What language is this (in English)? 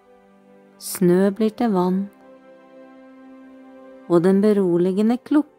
Norwegian